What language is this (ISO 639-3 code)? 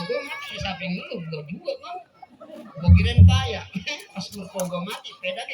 bew